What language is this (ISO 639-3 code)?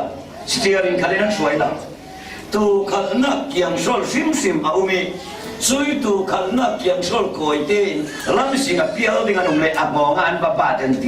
cfm